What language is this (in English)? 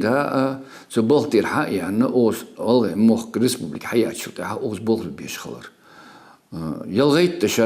Ingush